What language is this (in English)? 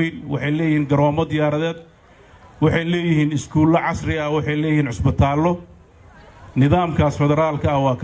Somali